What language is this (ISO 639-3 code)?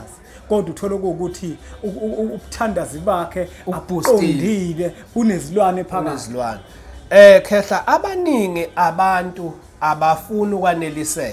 zul